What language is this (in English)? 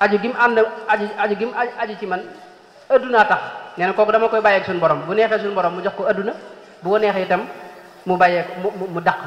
Wolof